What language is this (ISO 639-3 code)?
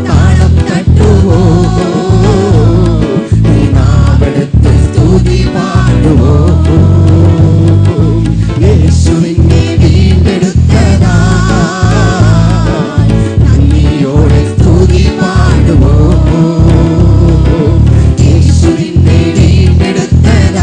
mal